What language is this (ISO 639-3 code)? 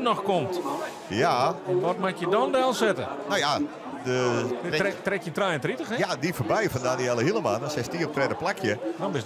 fry